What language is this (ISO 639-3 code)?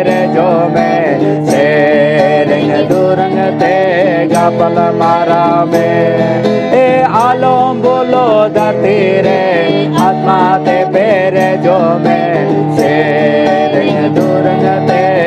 sat